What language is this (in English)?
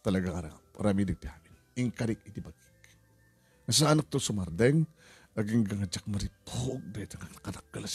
Iloko